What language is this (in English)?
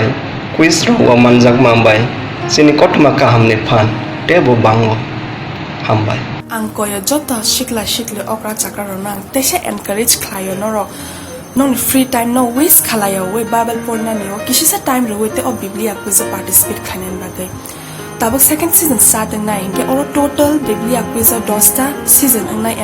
Kok Borok